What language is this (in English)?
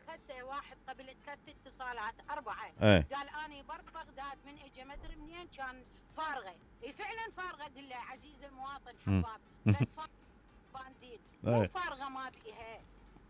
Mesopotamian Arabic